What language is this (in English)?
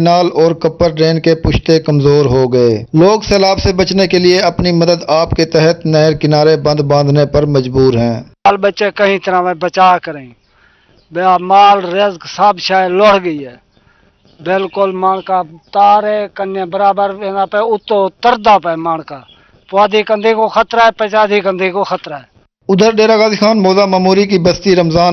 Urdu